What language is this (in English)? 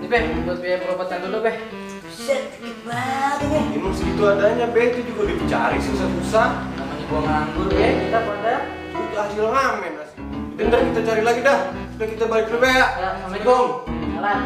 Betawi